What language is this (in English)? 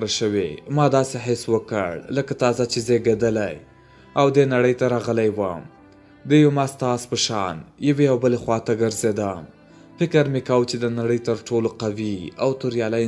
Pashto